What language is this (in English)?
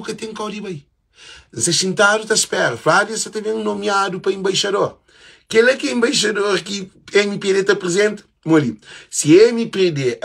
Kabuverdianu